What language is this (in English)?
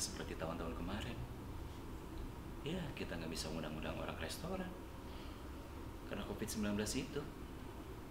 Indonesian